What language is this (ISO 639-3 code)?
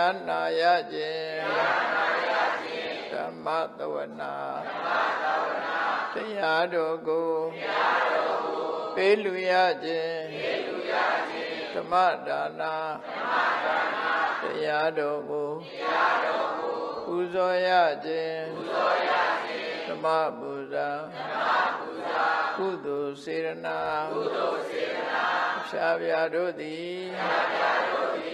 mya